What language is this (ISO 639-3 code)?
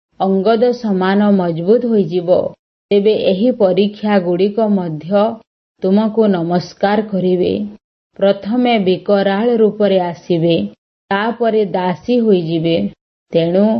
ori